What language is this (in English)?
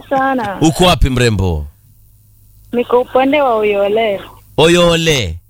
Swahili